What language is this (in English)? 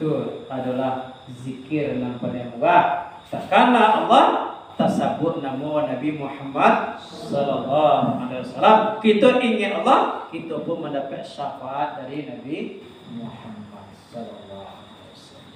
Minangkabau